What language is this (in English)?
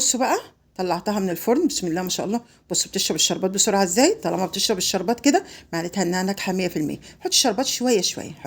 Egyptian Arabic